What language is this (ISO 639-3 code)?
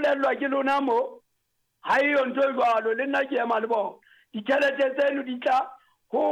sot